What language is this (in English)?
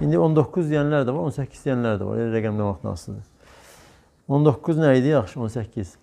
Azerbaijani